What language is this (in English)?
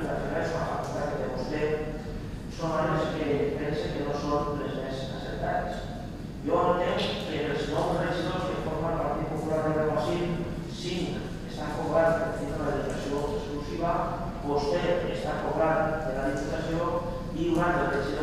Catalan